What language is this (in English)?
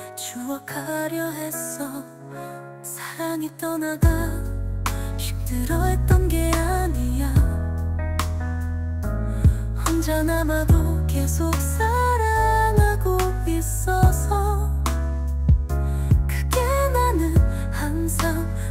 Korean